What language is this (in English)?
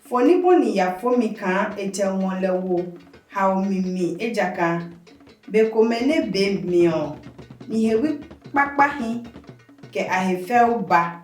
Adangme